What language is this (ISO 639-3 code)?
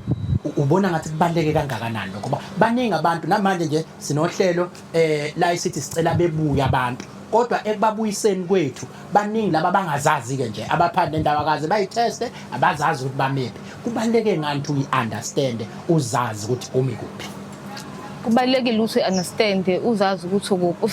zul